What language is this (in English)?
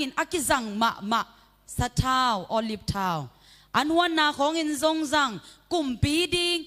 Tedim Chin